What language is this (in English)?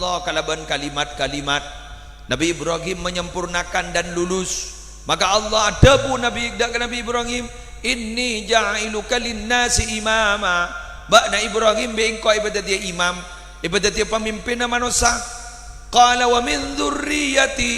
Madurese